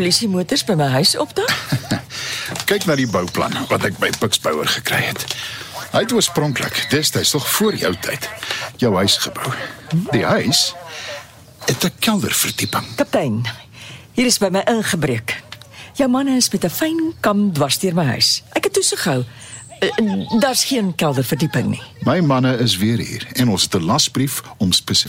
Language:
Afrikaans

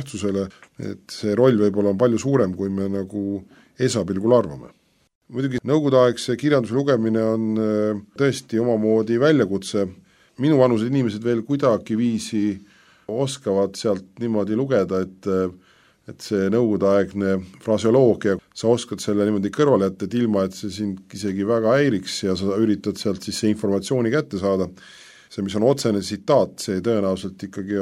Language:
Estonian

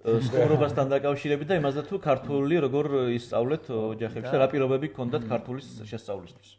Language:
Georgian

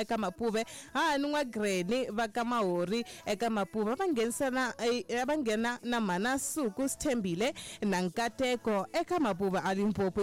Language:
Tsonga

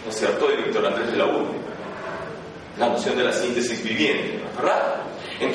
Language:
Spanish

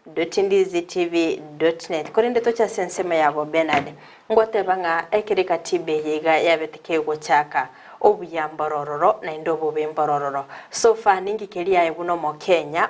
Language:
Gusii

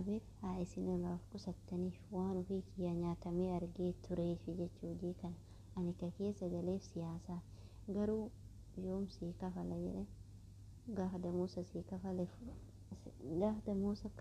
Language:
Oromo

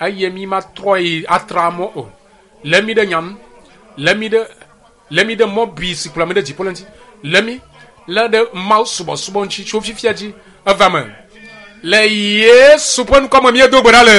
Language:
Ewe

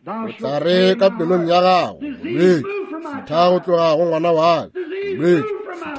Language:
Northern Sotho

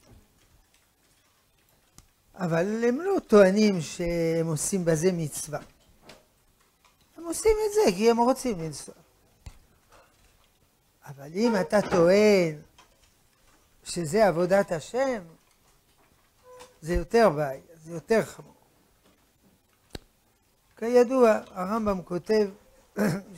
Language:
Hebrew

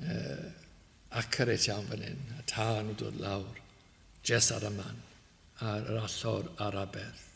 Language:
Welsh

